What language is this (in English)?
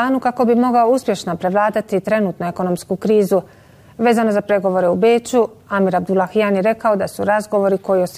Bosnian